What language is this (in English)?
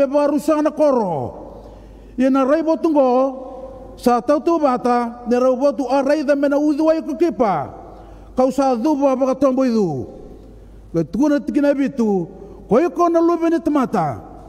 Fijian